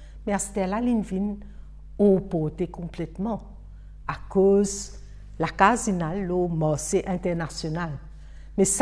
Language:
Morisyen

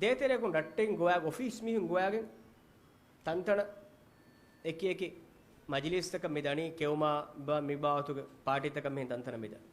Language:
Divehi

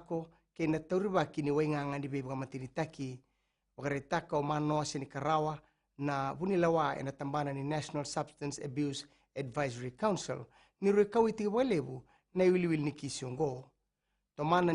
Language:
Fijian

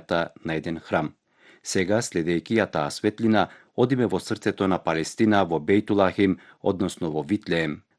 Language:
Macedonian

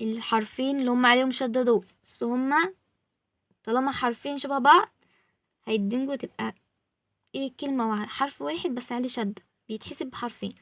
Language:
Egyptian Arabic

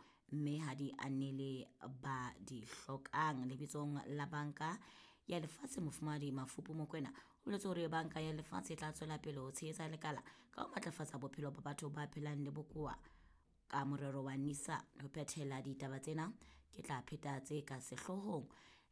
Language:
Southern Sotho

